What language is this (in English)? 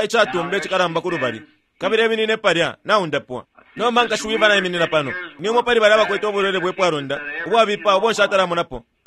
Bemba